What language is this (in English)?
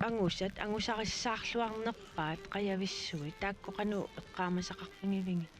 Kalaallisut